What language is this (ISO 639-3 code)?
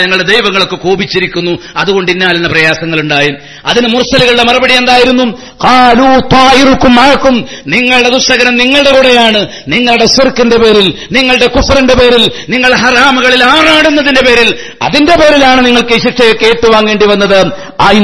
mal